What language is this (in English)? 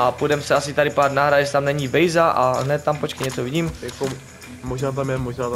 Czech